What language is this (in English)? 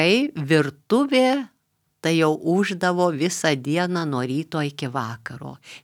Lithuanian